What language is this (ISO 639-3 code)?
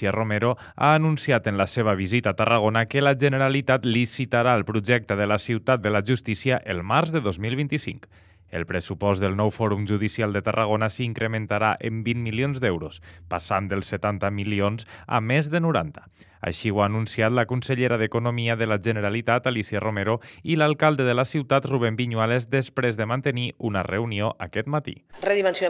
cat